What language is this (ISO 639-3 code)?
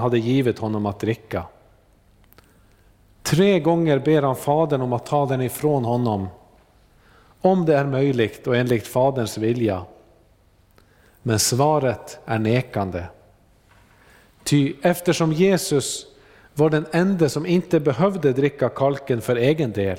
swe